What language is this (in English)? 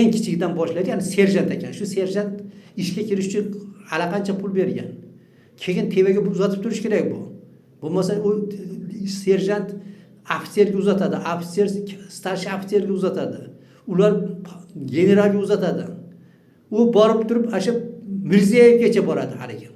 Uzbek